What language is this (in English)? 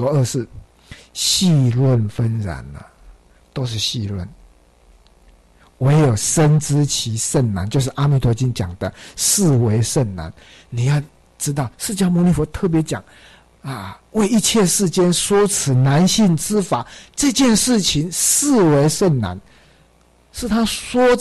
Chinese